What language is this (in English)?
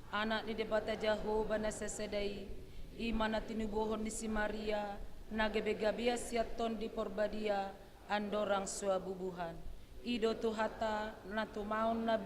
Batak Toba